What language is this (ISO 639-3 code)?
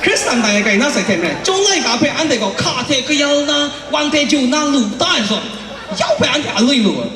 kac